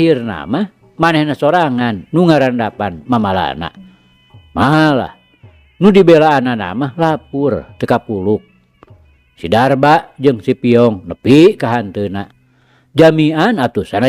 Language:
Sundanese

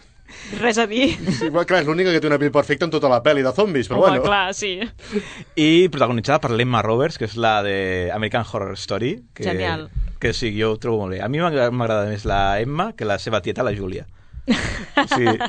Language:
Catalan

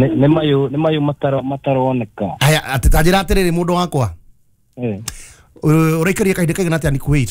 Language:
Kikuyu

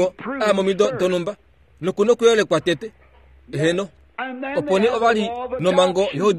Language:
Kuanyama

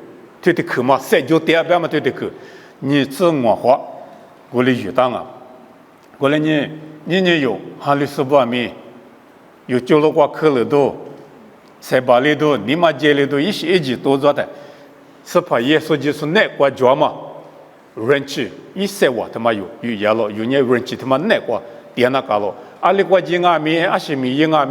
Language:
Lisu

